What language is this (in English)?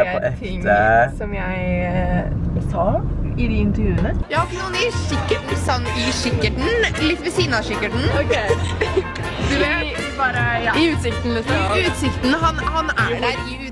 Norwegian